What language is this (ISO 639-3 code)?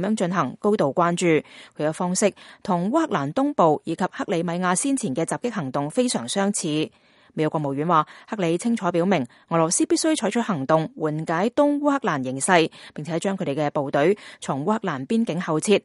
yue